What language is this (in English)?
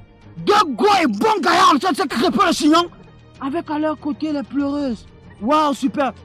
French